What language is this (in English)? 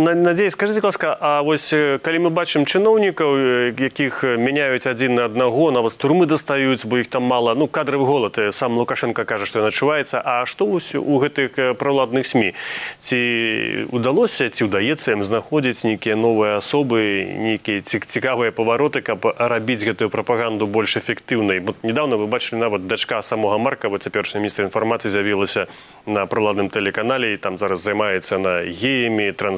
Belarusian